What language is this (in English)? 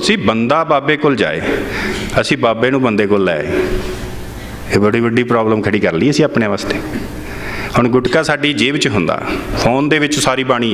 Punjabi